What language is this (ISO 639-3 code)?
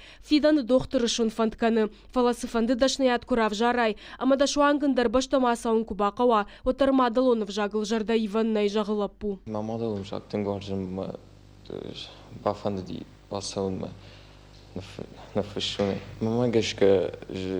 oss